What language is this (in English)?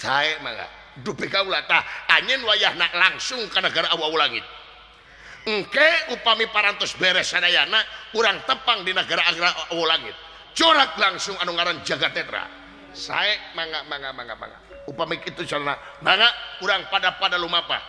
Sundanese